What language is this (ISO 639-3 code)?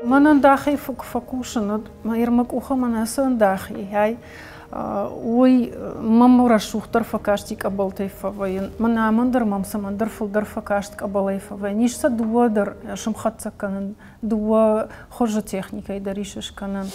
oss